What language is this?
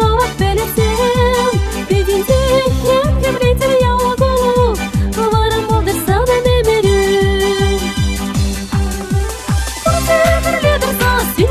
Kazakh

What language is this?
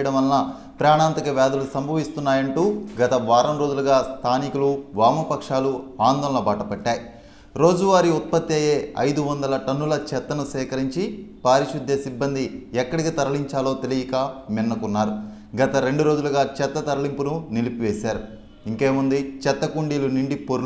Telugu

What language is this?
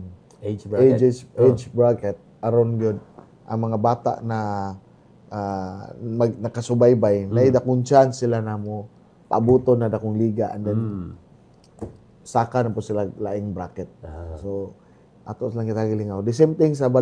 Cebuano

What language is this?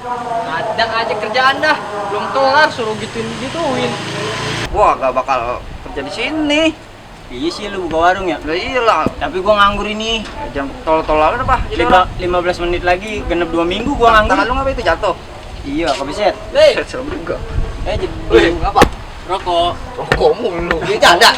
Betawi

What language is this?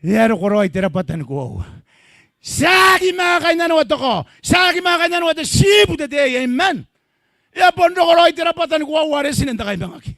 Gilbertese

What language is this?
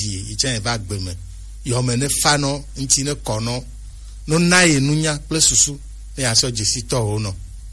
Gen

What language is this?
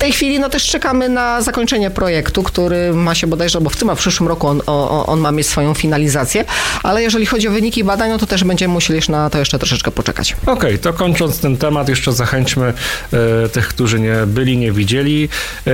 Polish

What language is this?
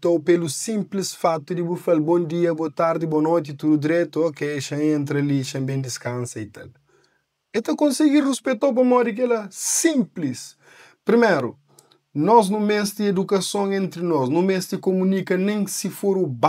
Kabuverdianu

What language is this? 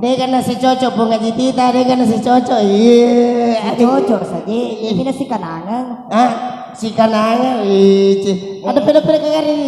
Buginese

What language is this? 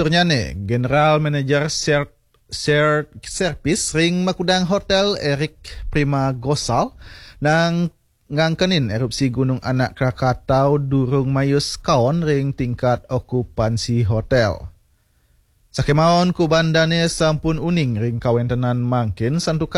Balinese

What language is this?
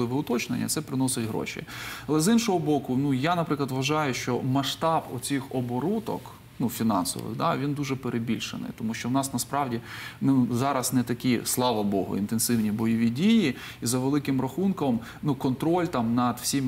Ukrainian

